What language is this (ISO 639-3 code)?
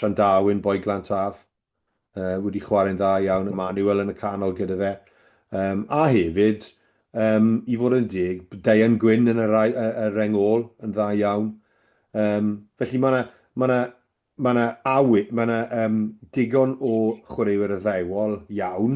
cym